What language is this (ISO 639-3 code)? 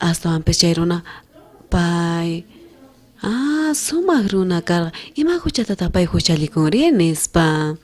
quh